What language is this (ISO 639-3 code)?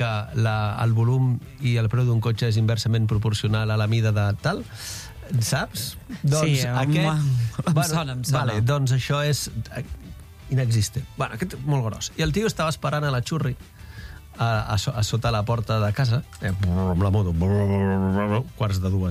cat